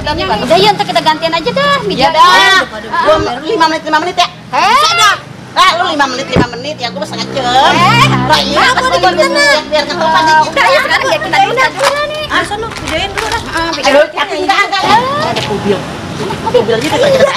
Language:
Betawi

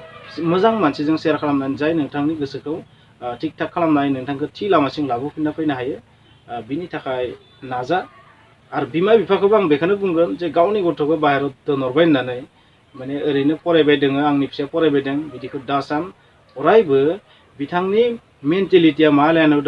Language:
Bodo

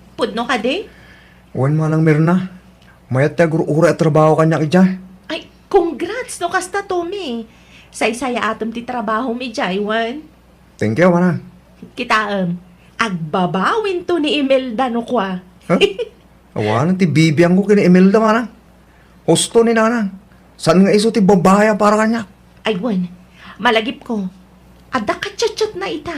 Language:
Iloko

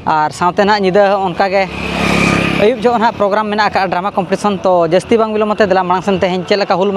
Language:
Santali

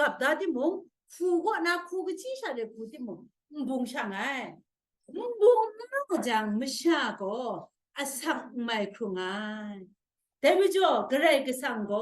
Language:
Kachin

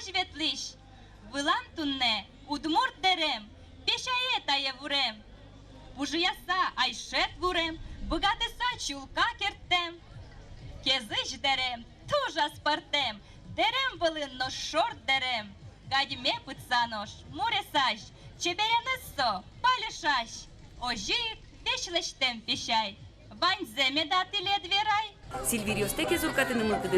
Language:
Udmurt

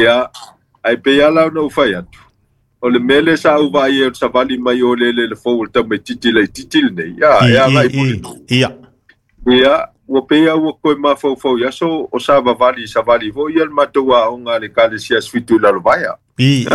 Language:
Samoan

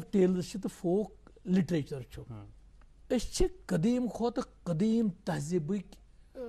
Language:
Kashmiri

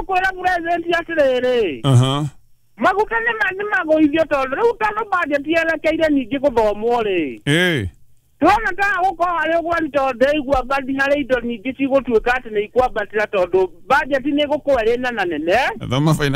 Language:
Kikuyu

